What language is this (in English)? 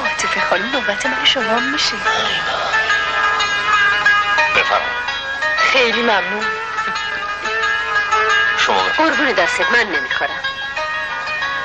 Persian